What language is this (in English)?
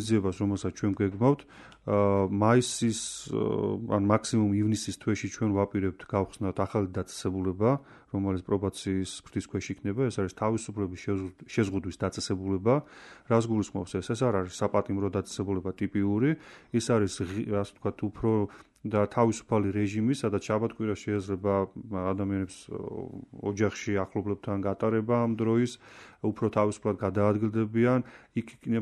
Georgian